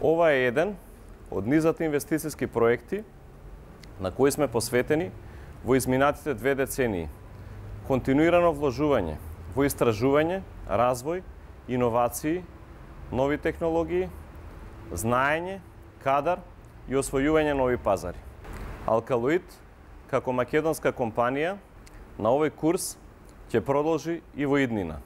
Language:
Macedonian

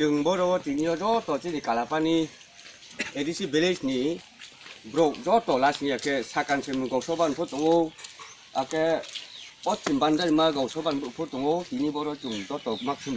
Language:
Riang (India)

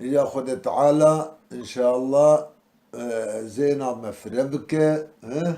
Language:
Kurdish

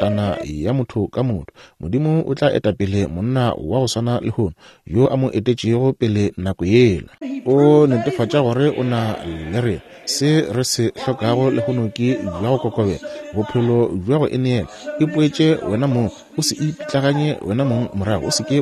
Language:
Northern Sotho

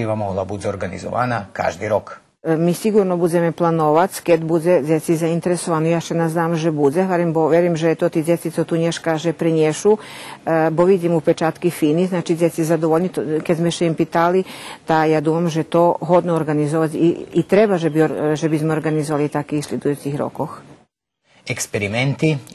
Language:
Rusyn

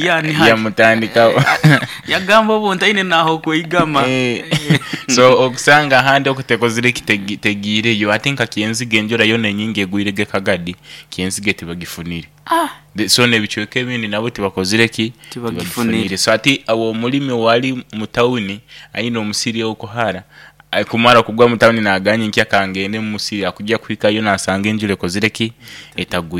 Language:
Nyoro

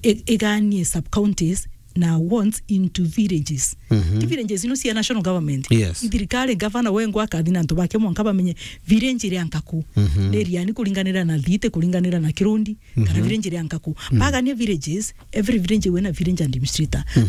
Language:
Meru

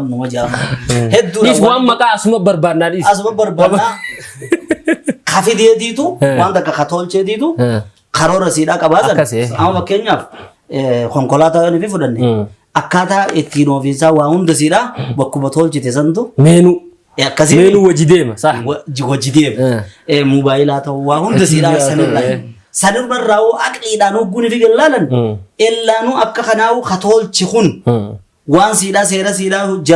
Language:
Oromo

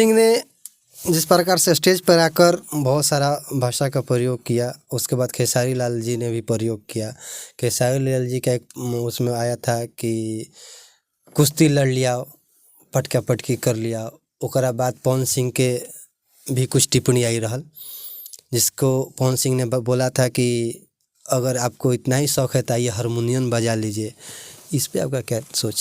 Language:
Bhojpuri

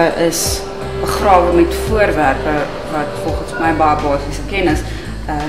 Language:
Afrikaans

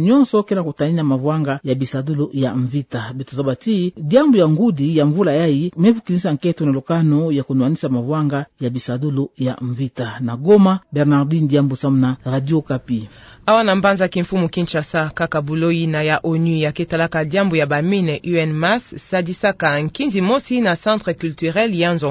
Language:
Kituba (Democratic Republic of Congo)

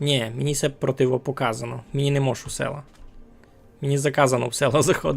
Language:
Rusyn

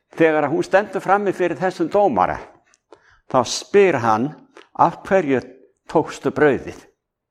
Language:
Icelandic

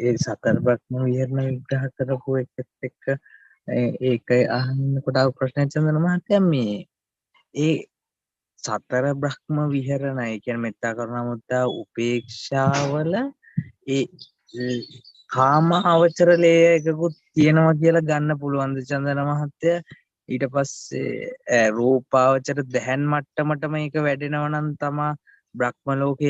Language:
Sinhala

